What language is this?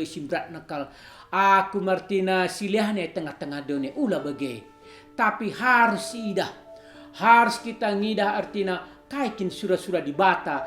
Batak Karo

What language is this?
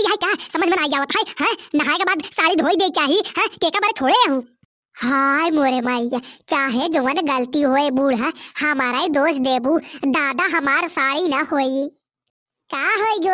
Bhojpuri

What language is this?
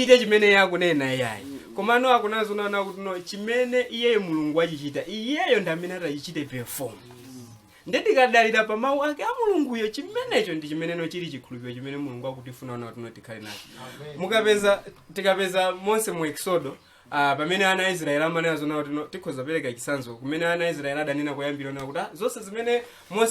Nyanja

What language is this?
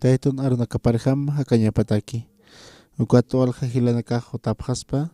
Aymara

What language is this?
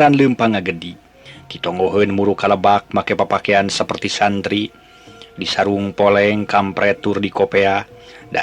Sundanese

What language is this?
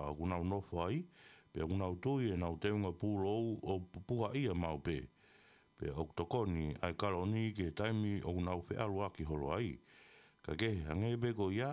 Tongan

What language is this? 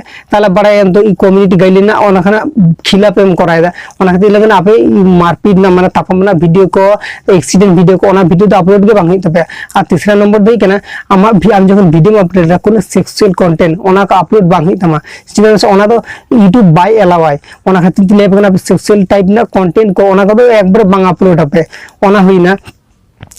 Santali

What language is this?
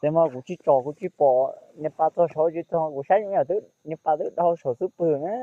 Hmong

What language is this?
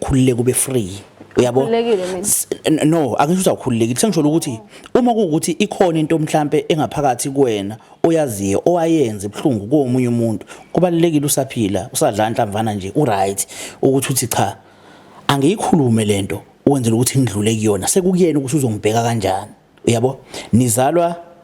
Zulu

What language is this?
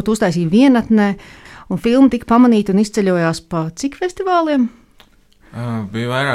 Latvian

